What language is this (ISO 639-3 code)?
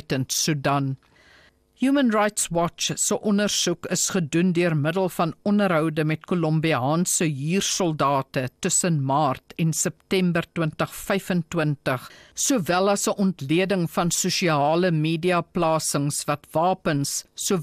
afr